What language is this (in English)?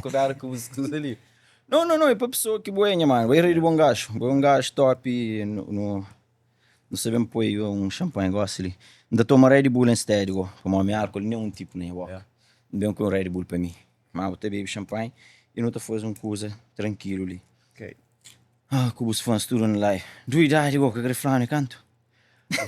Kabuverdianu